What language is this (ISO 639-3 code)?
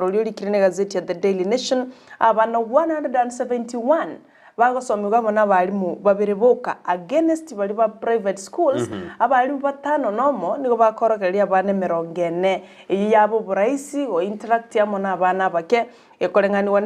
guz